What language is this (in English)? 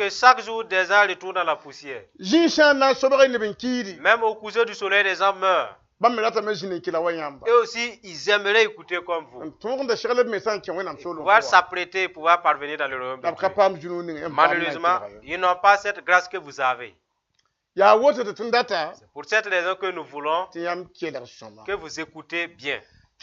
Mossi